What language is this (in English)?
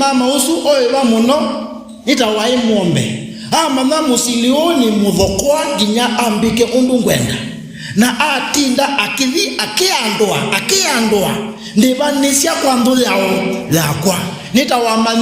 Kamba